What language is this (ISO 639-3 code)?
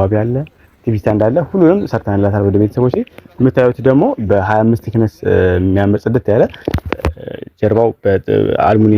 amh